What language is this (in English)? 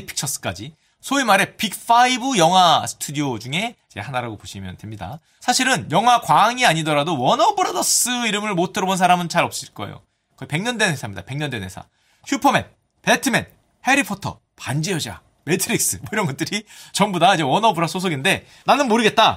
Korean